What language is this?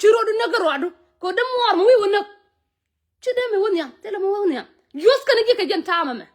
Nuer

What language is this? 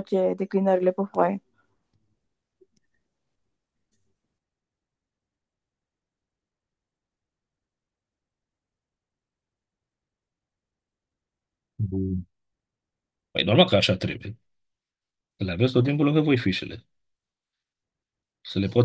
Romanian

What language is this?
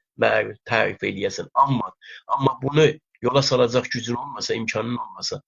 South Azerbaijani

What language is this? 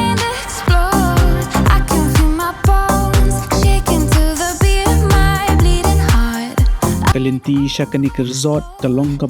Khasi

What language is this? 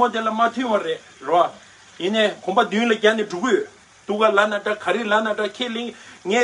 Tibetan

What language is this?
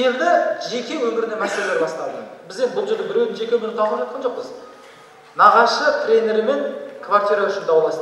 Kazakh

